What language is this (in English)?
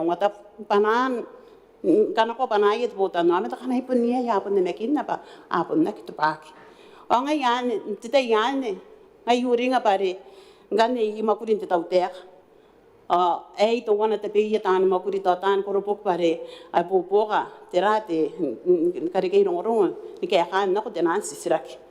Gilbertese